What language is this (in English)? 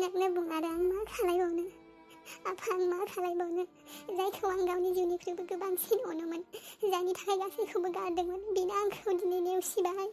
Bodo